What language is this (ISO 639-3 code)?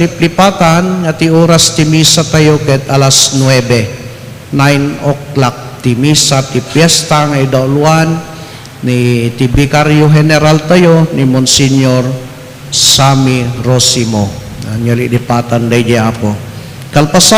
ilo